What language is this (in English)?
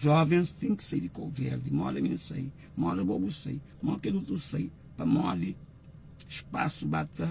Kabuverdianu